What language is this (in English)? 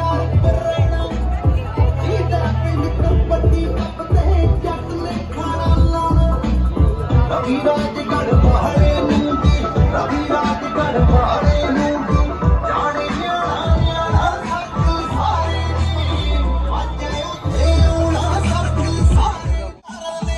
Punjabi